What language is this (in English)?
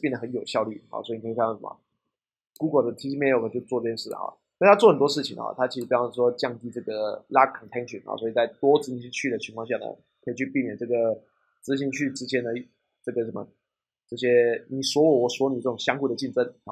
Chinese